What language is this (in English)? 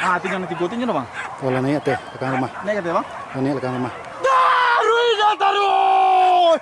Minangkabau